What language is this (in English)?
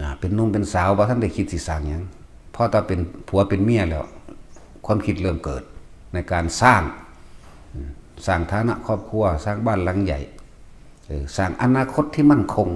Northeastern Thai